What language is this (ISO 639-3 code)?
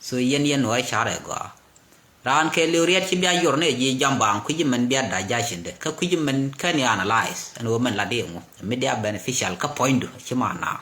nus